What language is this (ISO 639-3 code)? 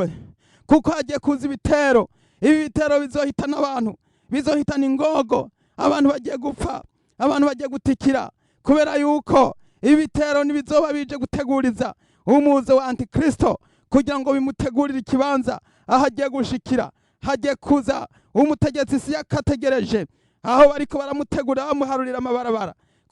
run